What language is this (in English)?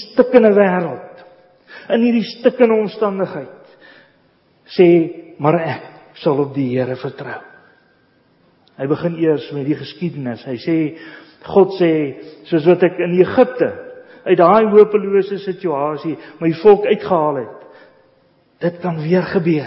Afrikaans